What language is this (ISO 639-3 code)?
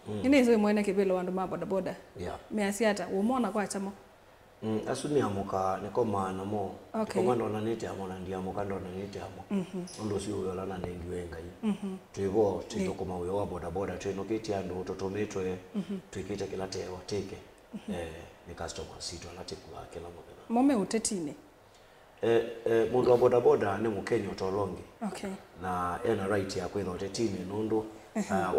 kam